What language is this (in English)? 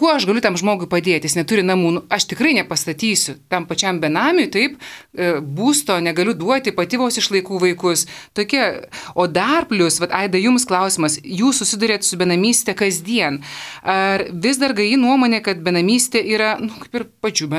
Lithuanian